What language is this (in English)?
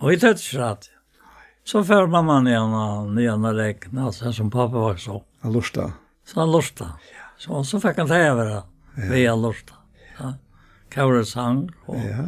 Faroese